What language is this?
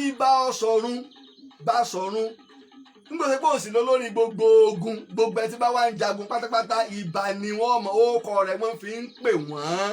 Yoruba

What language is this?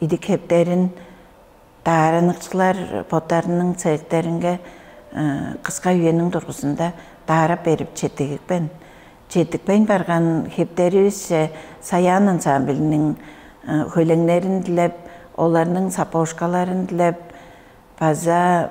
Tuvinian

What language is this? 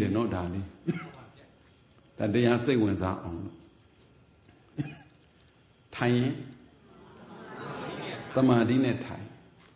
Burmese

